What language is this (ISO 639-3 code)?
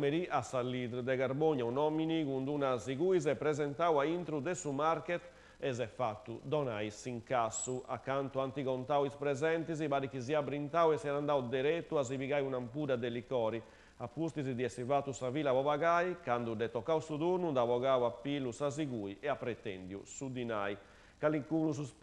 srd